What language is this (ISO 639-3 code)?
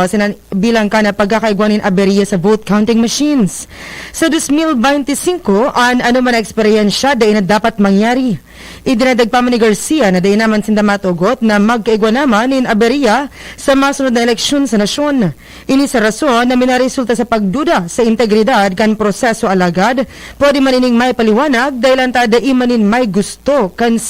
bik